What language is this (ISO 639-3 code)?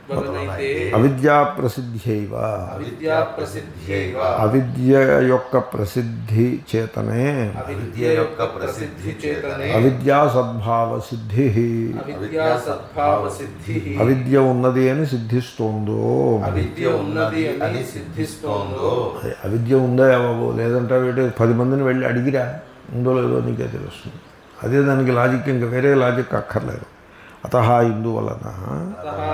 tel